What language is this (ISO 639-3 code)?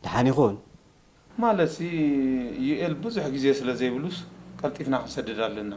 tir